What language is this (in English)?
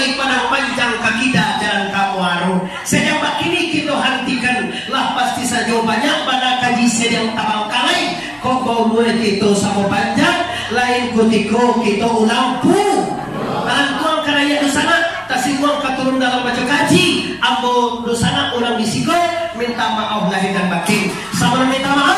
Minangkabau